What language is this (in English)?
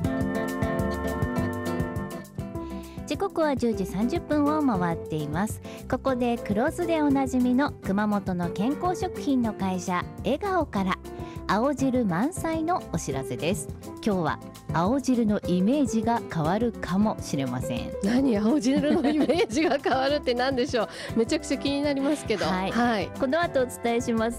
Japanese